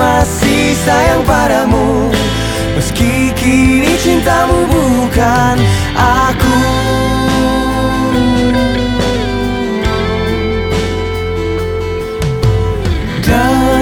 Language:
Indonesian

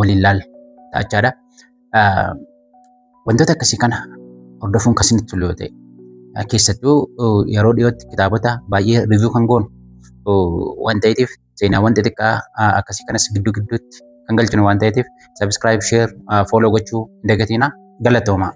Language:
Oromo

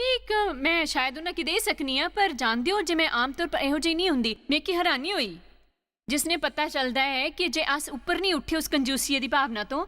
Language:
Dogri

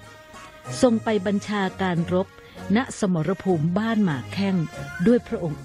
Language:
Thai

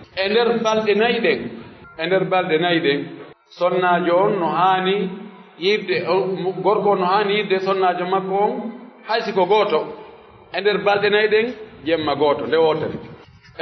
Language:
Pular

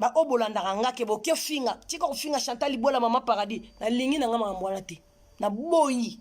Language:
Lingala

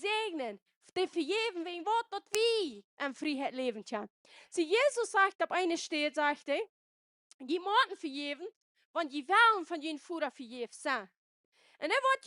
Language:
Plautdietsch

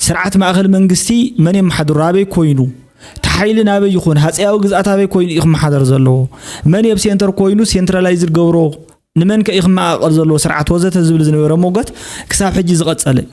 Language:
Tigrinya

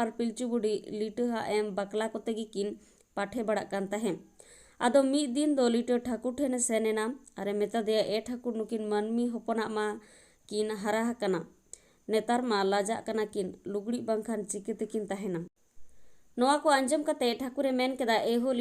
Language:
Santali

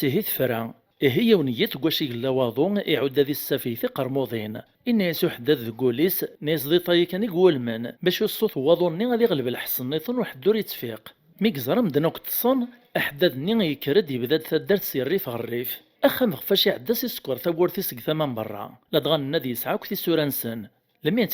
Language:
Kabyle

